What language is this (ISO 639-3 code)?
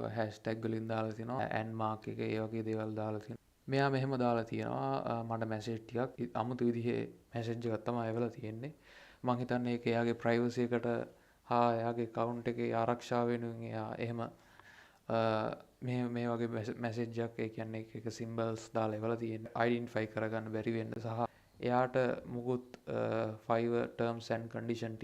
sin